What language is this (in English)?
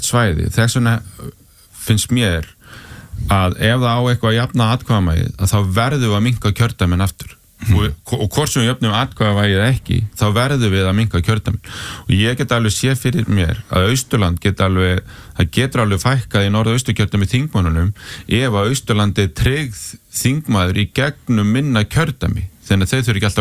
Icelandic